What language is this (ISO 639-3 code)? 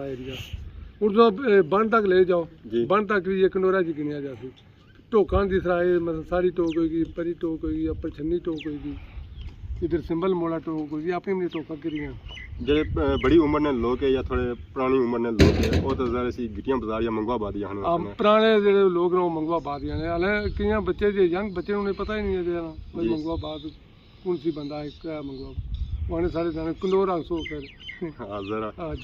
phr